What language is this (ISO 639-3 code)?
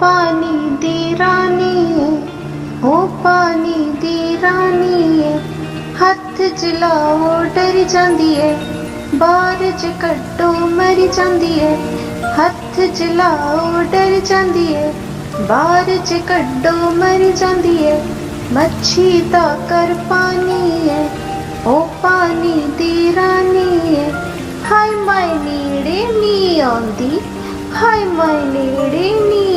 doi